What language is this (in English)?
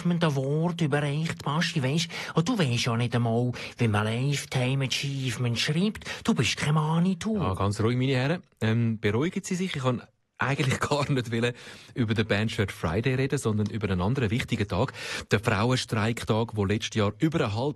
Swiss German